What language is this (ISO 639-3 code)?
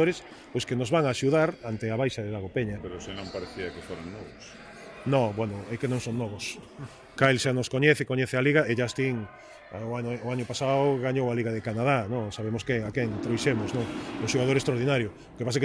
glg